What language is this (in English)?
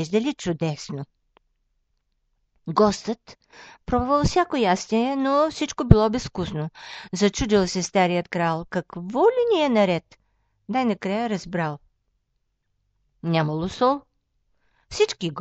Bulgarian